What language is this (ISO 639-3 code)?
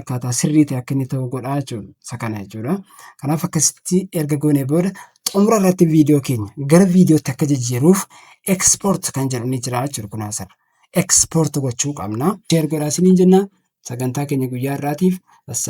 orm